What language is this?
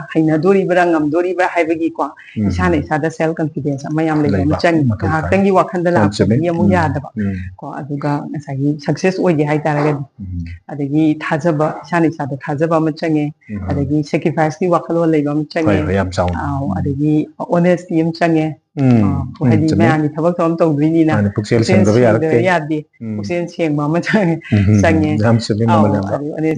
Manipuri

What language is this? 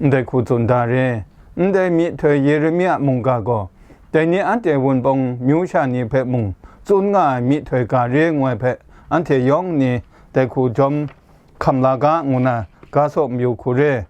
Kachin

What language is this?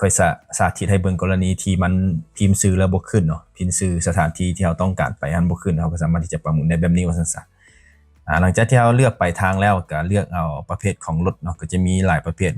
Lao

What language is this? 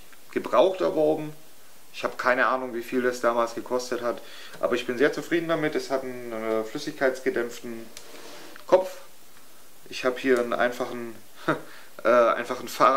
German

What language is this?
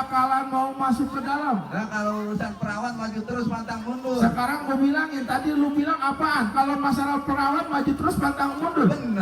Betawi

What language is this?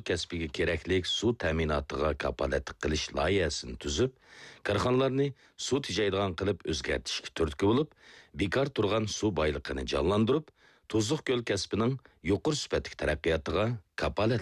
Uyghur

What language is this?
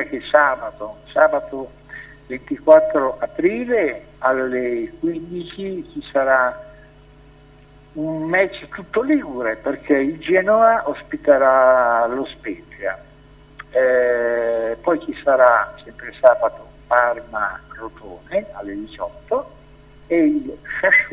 Italian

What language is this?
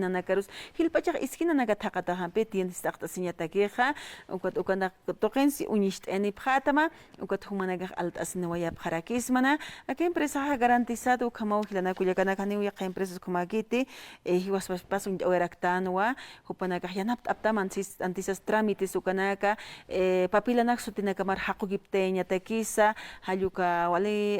Aymara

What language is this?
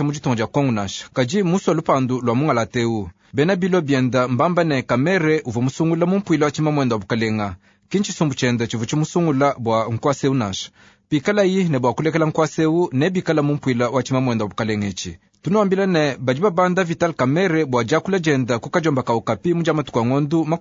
Luba-Lulua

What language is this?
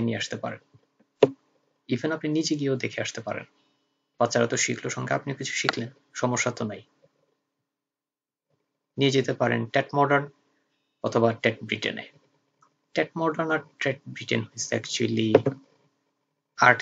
Bangla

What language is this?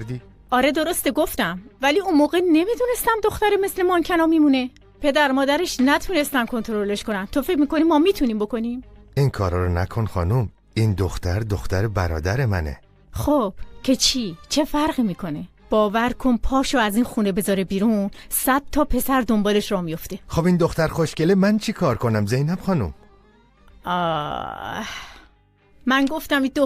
Persian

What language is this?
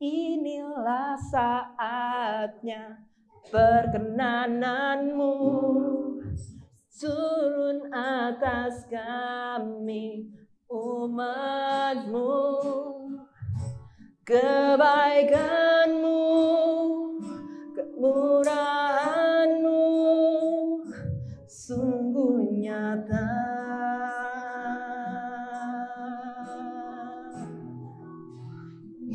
Indonesian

